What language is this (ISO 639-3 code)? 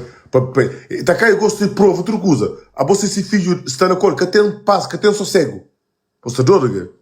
kea